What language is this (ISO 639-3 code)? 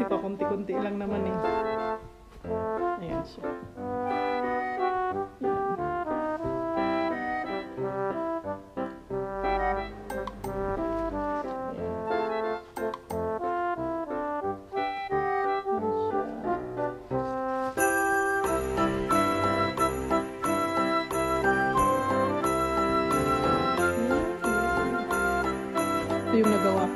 fil